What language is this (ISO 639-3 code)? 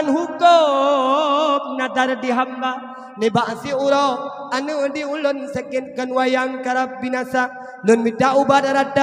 ace